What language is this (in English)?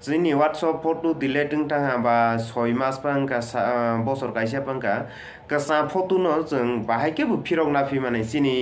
Kok Borok